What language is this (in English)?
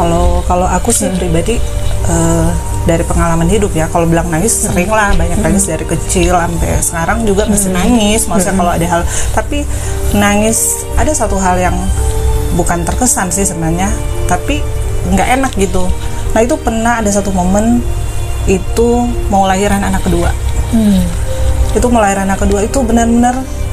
Indonesian